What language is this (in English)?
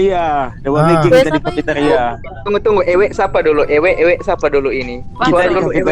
Manado Malay